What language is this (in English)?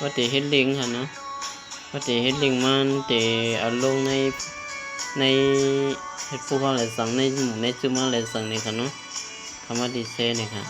Shan